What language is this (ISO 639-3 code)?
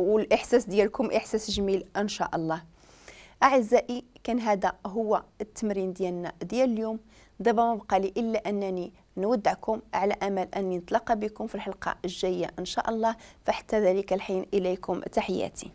ary